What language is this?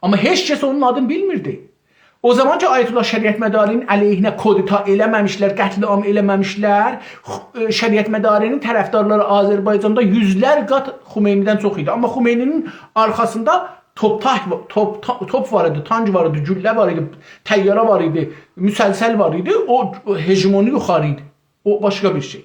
South Azerbaijani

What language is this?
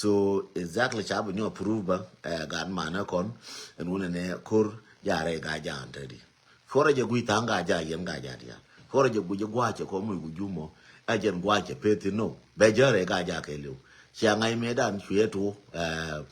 Nuer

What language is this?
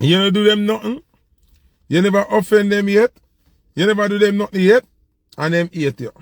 Jamaican Creole English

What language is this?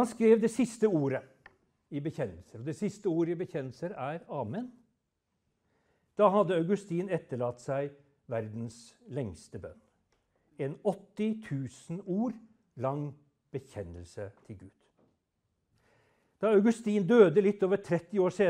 Norwegian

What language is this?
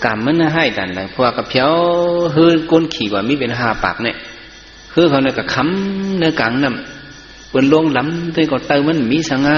Shan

